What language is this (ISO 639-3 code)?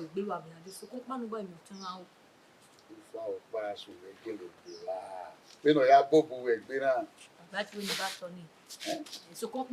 bin